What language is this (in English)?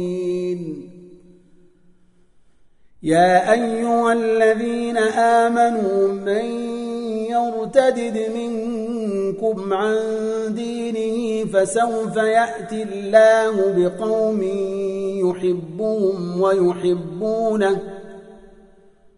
Arabic